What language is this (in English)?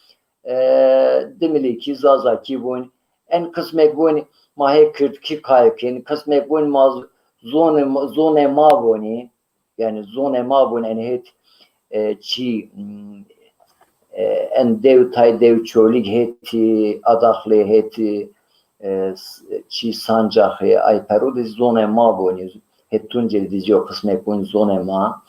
Zaza